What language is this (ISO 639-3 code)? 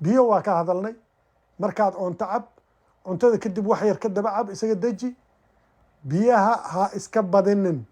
som